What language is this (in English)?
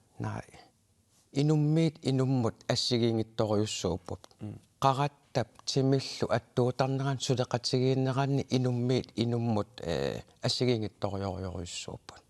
Kalaallisut